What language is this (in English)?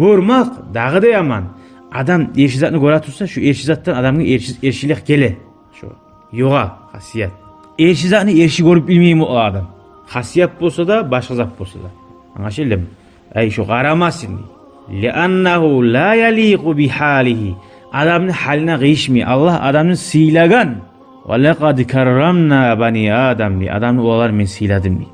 Kumyk